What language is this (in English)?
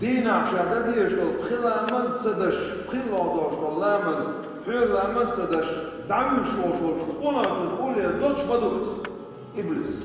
Chechen